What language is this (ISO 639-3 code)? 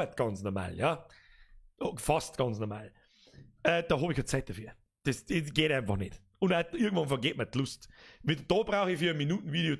bar